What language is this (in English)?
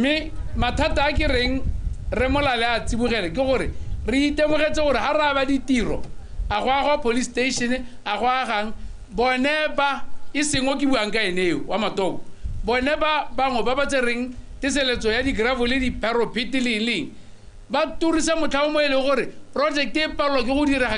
Tswana